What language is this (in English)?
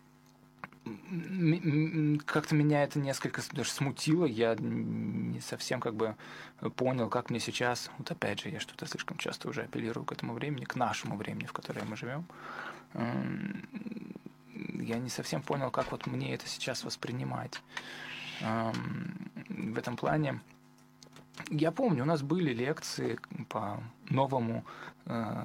Russian